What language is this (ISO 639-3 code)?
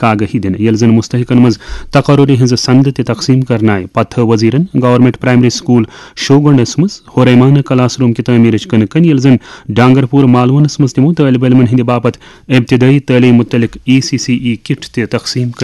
kas